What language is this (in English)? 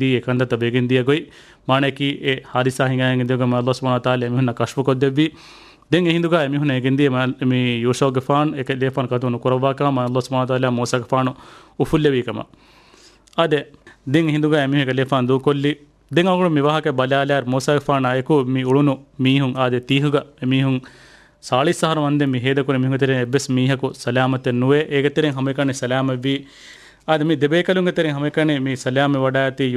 Divehi